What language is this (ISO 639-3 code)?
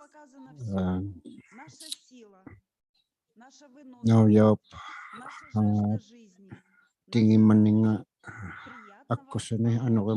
iku